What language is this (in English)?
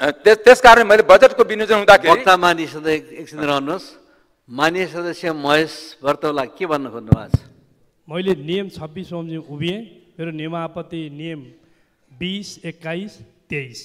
Nepali